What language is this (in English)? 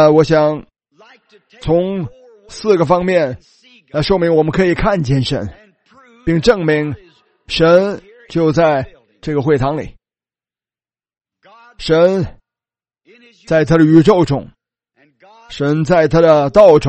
Chinese